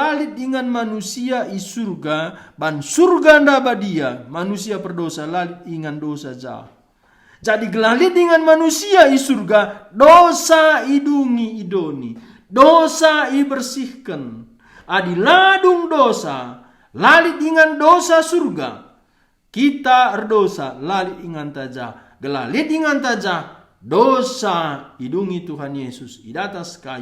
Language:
Batak Karo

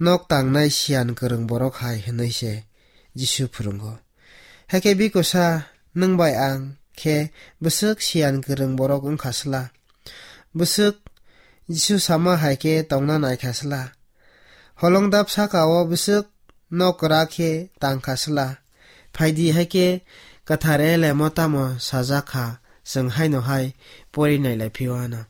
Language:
Kok Borok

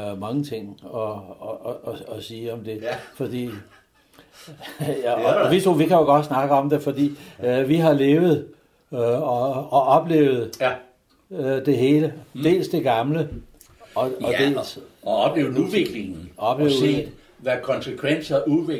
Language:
Danish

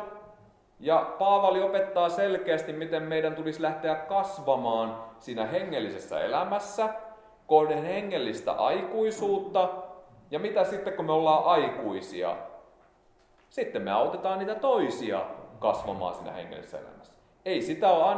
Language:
Finnish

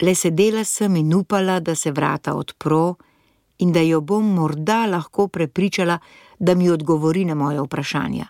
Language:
Slovenian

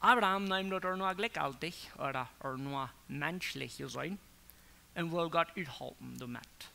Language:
Plautdietsch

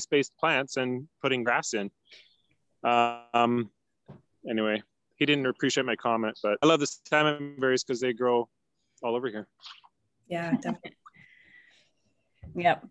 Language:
English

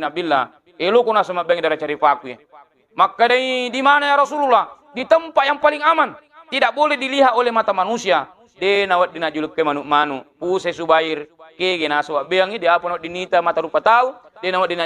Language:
Buginese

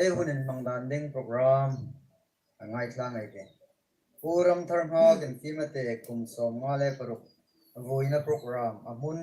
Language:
Hmar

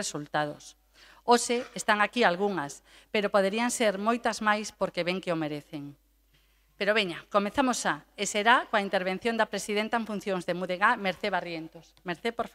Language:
Galician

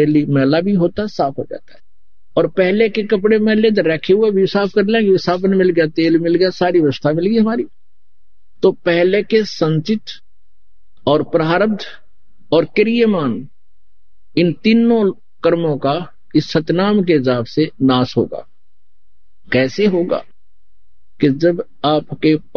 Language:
Hindi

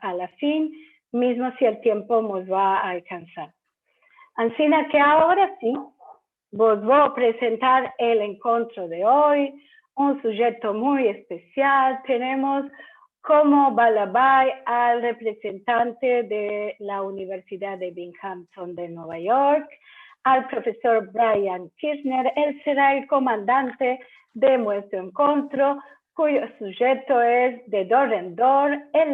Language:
Ladino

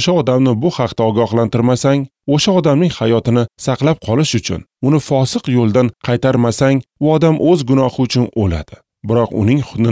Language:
Uzbek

